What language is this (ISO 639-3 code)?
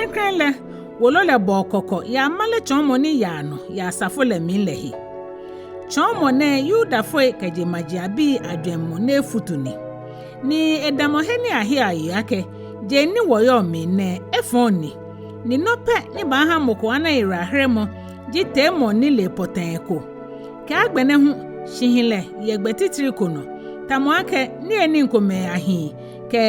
gaa